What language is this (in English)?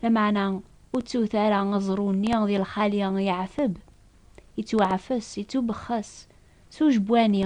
Kabyle